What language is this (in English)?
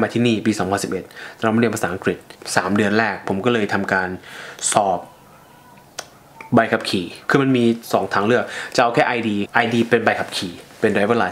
Thai